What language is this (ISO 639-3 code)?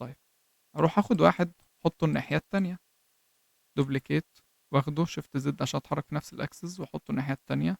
arz